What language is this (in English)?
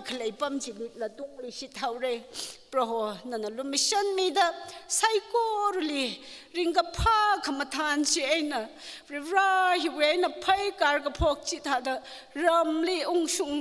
Tangkhul Naga (India)